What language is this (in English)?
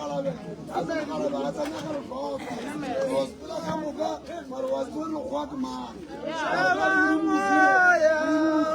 Northern Sotho